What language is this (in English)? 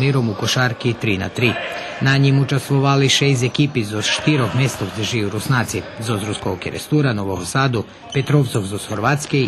Rusyn